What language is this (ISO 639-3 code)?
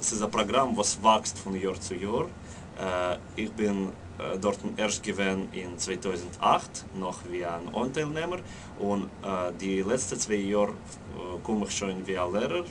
yid